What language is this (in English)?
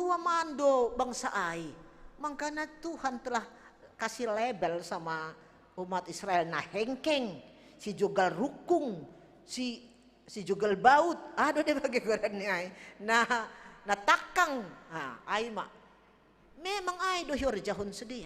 Batak Simalungun